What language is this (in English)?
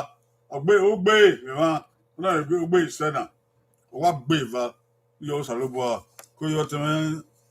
Bini